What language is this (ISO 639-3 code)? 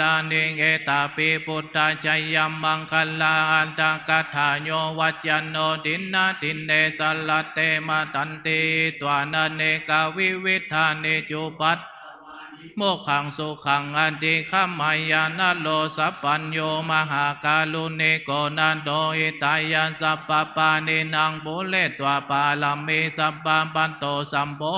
pli